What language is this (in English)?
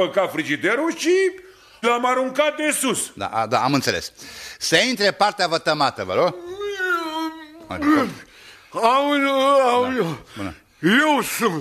Romanian